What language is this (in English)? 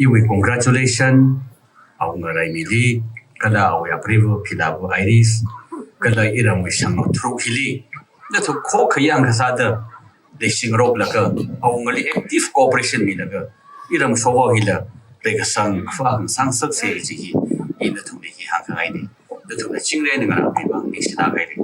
Tangkhul Naga (India)